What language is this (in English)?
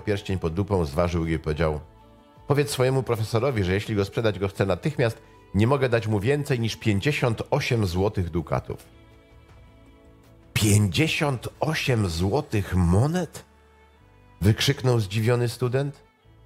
Polish